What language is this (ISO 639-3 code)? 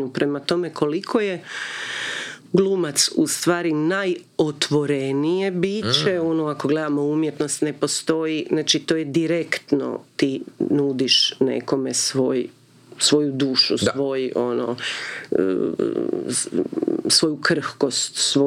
hrv